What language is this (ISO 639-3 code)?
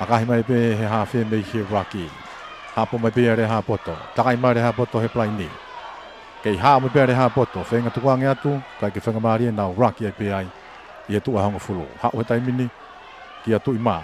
ton